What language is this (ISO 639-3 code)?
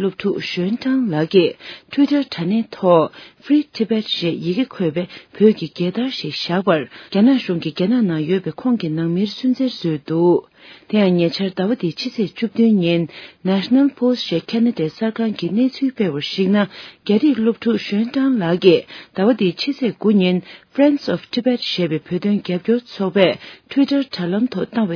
bod